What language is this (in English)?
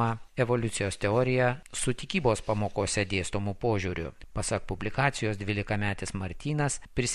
Lithuanian